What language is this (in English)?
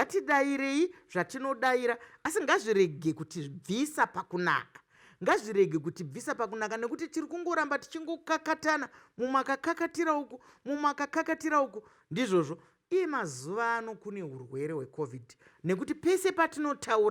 Shona